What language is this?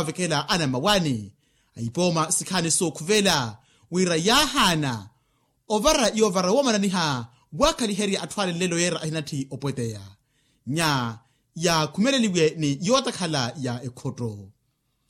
Makhuwa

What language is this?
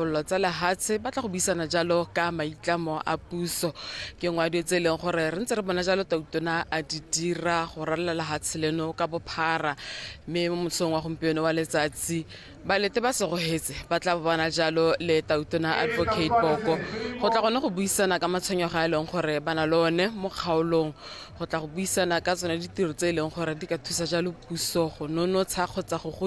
Tswana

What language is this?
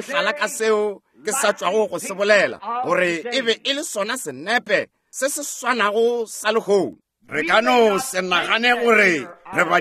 Northern Sotho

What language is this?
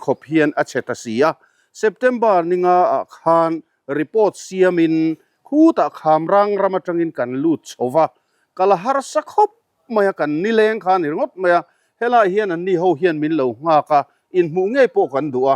Mizo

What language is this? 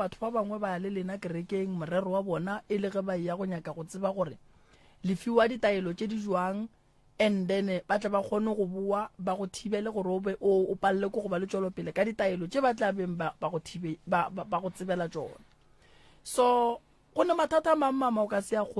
Northern Sotho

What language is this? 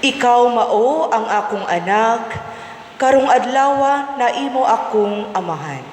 Cebuano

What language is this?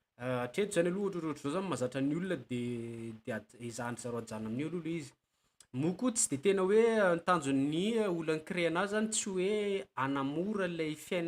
Malagasy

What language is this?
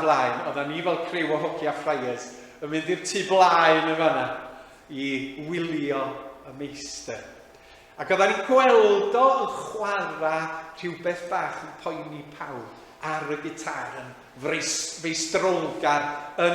Welsh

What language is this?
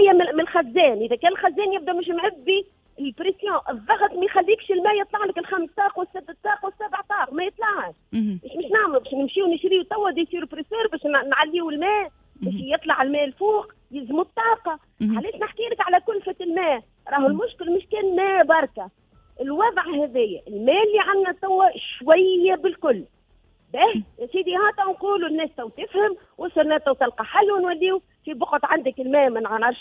Tunisian Arabic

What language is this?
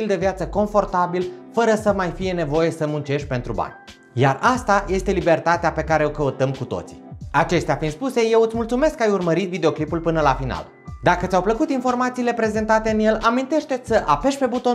Romanian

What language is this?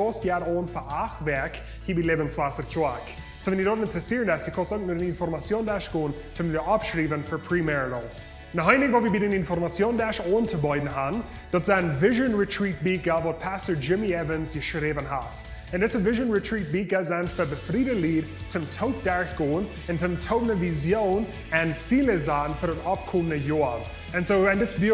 Plautdietsch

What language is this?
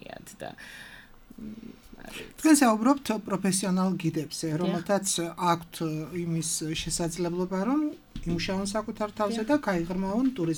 Georgian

